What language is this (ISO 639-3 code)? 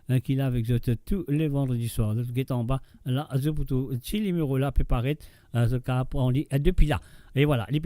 mfe